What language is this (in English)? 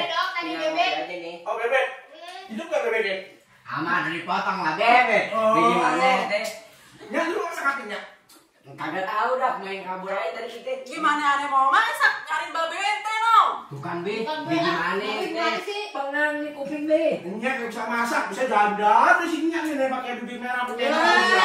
Betawi